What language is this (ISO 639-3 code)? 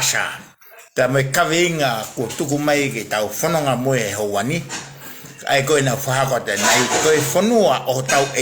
ton